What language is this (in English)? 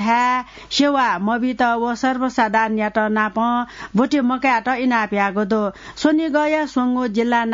Newari